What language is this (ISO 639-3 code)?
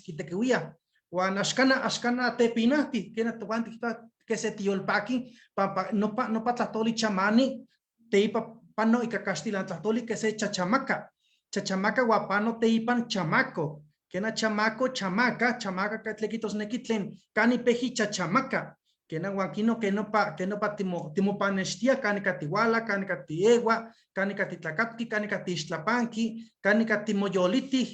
nhe